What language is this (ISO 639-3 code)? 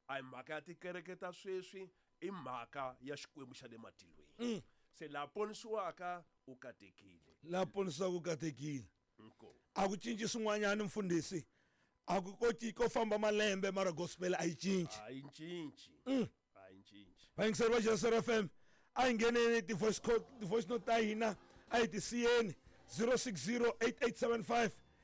tso